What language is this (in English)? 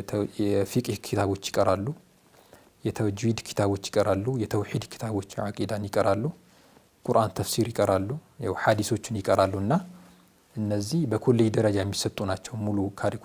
Amharic